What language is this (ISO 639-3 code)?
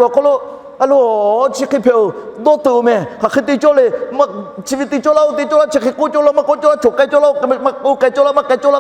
lhu